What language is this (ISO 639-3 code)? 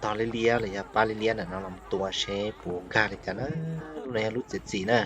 hmn